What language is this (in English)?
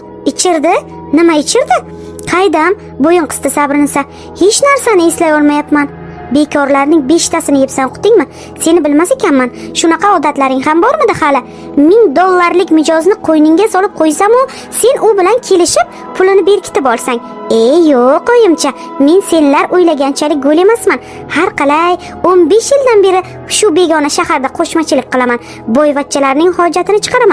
Uzbek